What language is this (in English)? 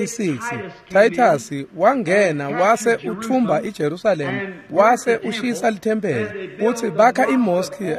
Swati